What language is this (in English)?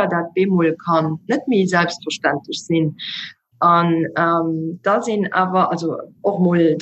Luxembourgish